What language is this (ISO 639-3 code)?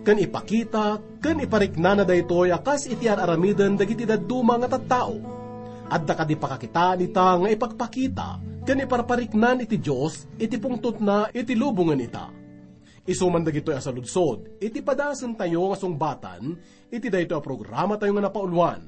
ilo